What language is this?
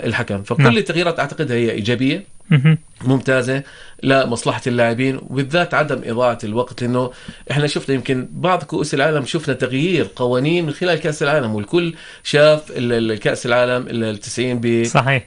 North Levantine Arabic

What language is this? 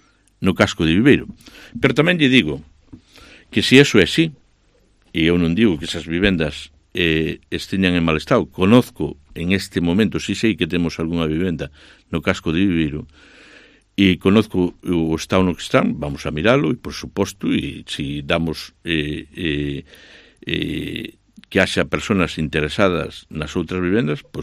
Galician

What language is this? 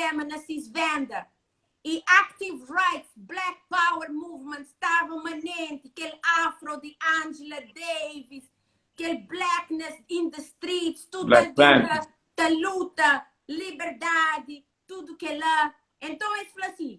Kabuverdianu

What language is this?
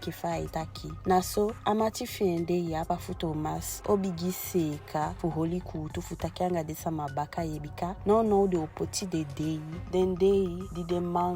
Eastern Maroon Creole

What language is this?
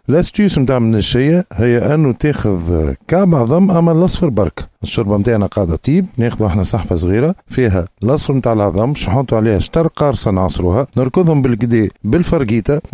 Tunisian Arabic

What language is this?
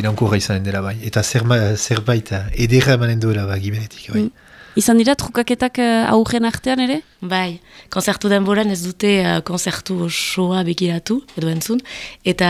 Basque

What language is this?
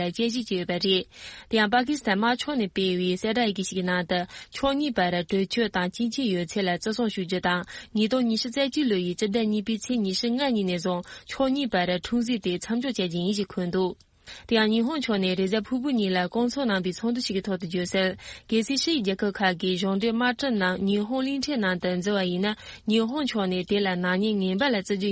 Tibetan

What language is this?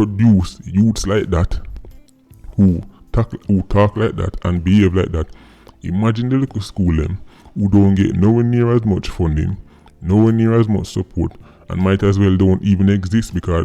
Jamaican Creole English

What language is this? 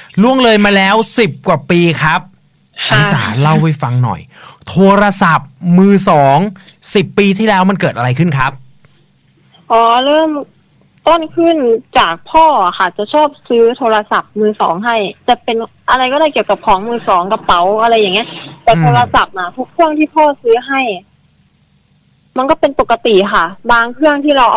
Thai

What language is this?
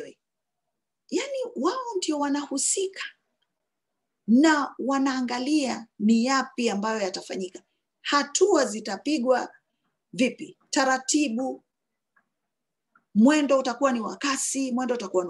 Swahili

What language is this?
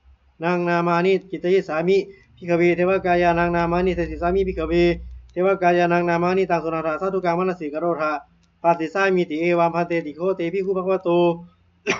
Pali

